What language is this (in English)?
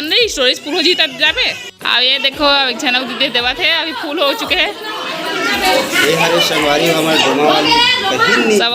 Chhattisgarhi